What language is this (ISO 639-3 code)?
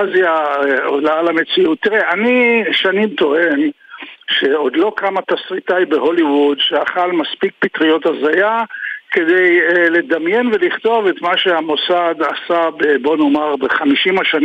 heb